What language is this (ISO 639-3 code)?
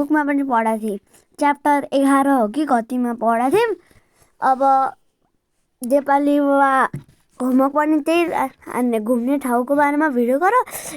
nep